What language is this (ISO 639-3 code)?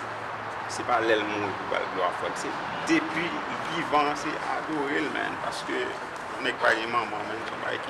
hat